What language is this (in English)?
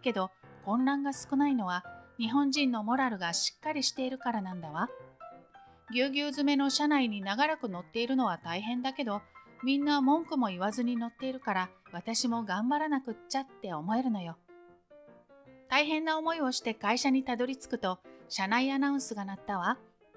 Japanese